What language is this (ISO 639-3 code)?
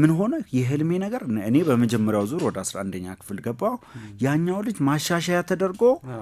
amh